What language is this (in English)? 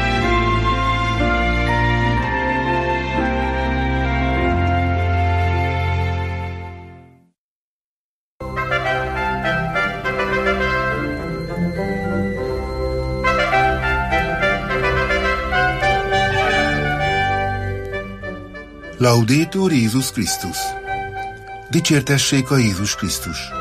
Hungarian